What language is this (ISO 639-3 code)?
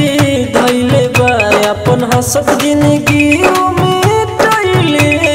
bho